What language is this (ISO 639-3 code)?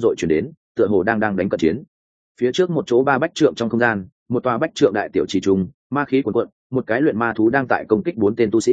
vie